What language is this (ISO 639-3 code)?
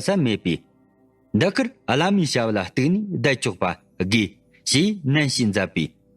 bod